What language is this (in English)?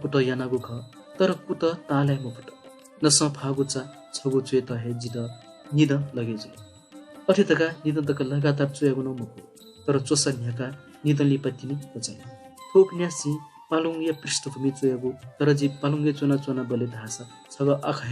Newari